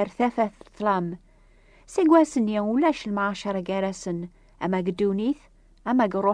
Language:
Kabyle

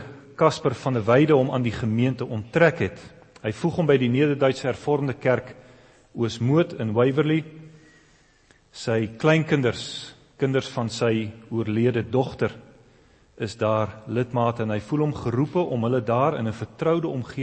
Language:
Afrikaans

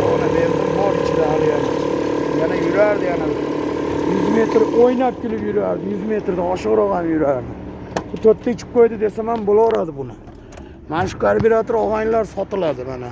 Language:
Uzbek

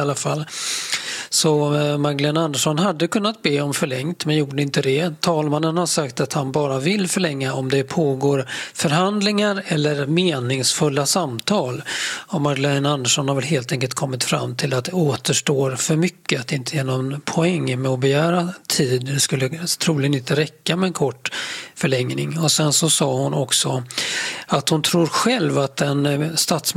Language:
Swedish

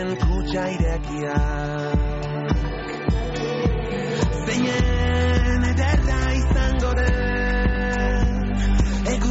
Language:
Basque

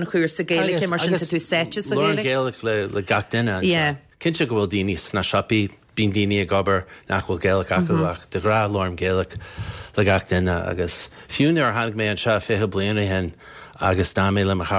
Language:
Irish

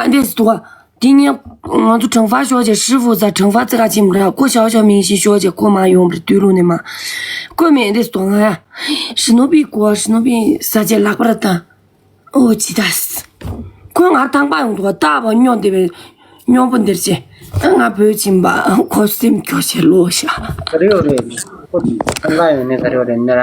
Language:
Tibetan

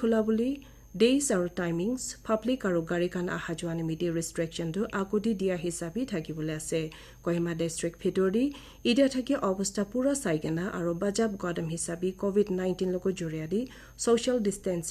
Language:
Naga Pidgin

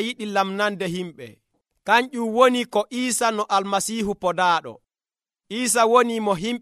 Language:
Nigerian Fulfulde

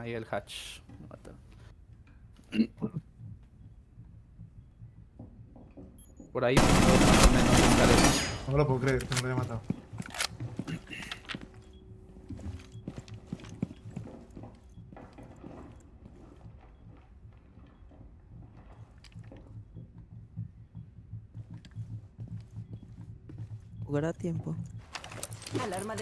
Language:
Spanish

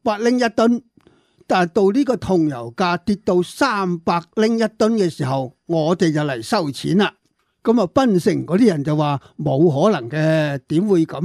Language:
Cantonese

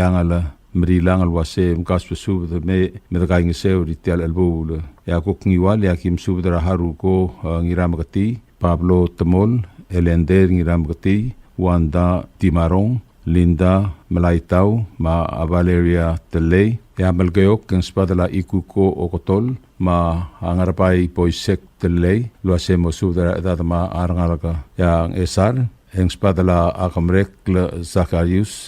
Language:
Palauan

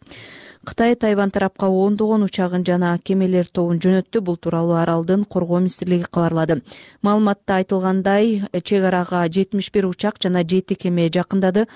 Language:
Kyrgyz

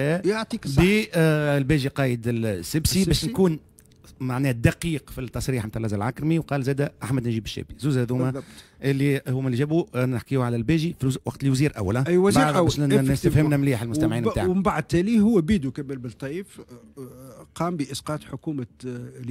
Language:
Tunisian Arabic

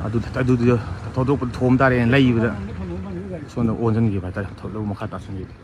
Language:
Manipuri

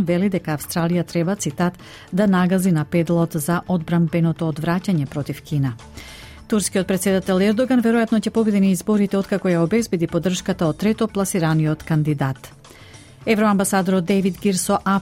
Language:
Macedonian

